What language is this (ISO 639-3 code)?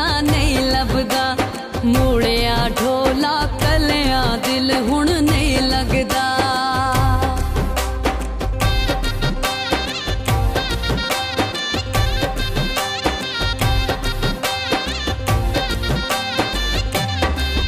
pan